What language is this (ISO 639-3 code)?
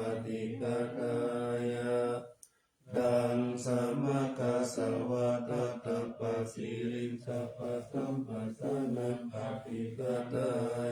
pli